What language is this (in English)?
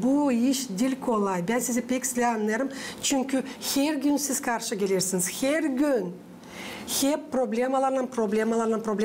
Gagauz